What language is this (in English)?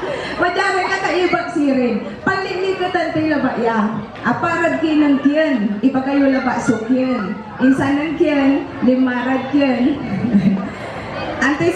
Pangasinan